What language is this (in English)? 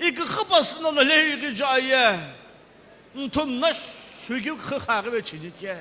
Sumi Naga